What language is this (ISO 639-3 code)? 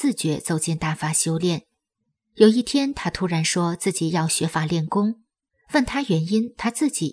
zho